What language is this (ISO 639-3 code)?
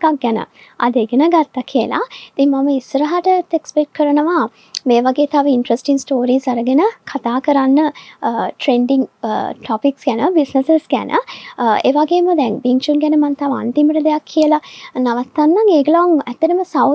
sin